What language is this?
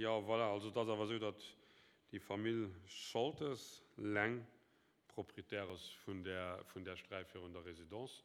Luxembourgish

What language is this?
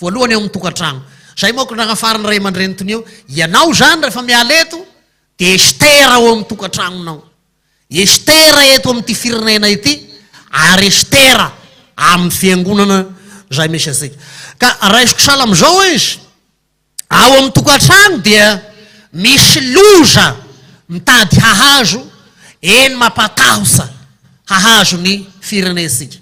Malagasy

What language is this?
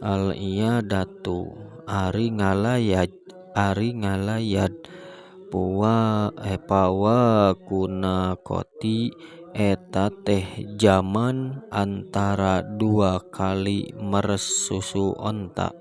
Sundanese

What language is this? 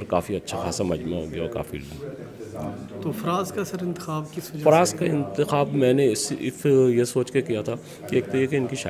Urdu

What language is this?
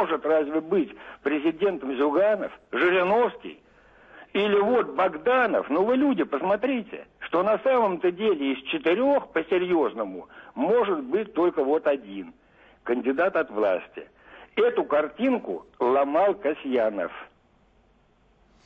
Russian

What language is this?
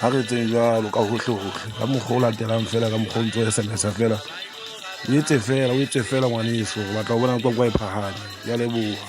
Southern Sotho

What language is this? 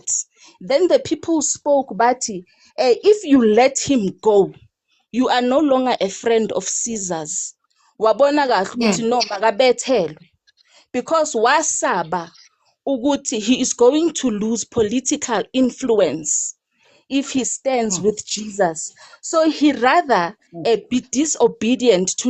Zulu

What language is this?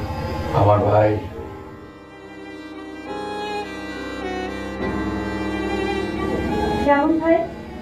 Bangla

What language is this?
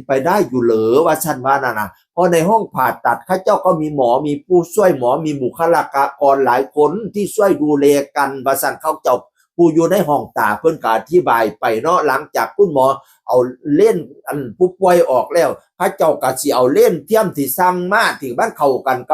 Northeastern Thai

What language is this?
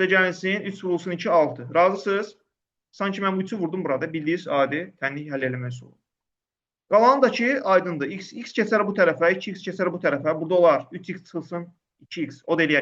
Azerbaijani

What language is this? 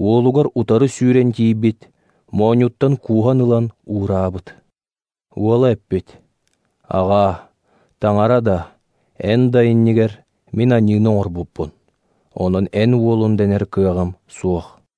Yakut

